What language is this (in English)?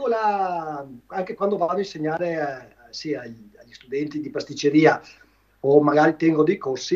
Italian